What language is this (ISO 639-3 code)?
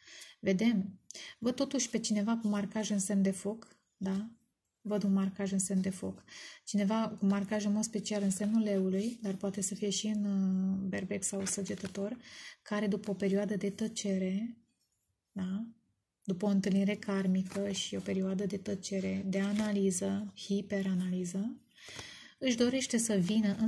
ron